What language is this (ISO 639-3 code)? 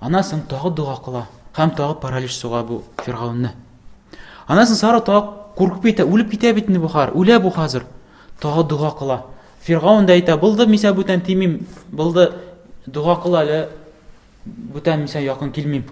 tat